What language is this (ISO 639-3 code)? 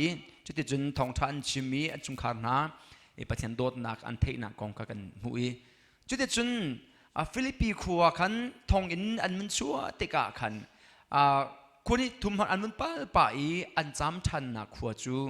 cnh